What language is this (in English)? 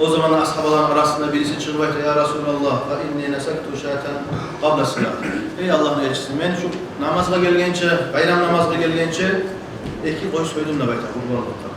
Kumyk